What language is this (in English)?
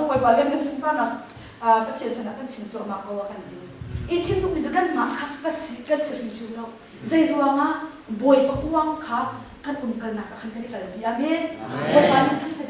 Hakha Chin